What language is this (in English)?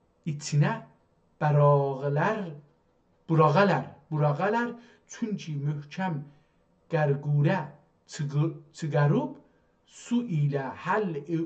South Azerbaijani